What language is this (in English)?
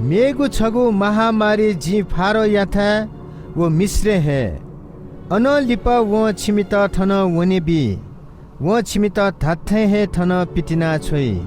Newari